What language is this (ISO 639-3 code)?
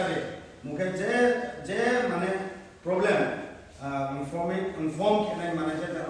ria